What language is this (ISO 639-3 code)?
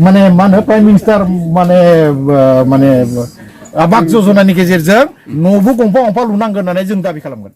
brx